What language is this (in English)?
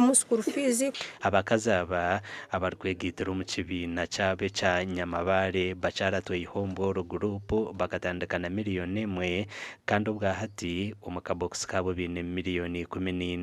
Nyankole